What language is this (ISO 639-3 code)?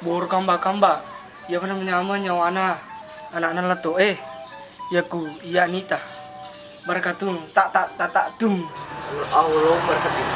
bug